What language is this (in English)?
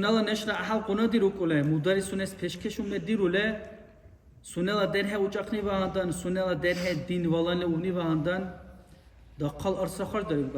Dargwa